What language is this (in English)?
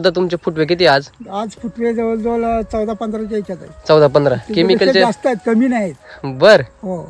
Marathi